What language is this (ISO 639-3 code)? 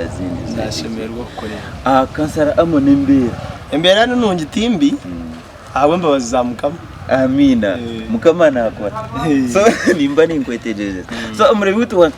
nyn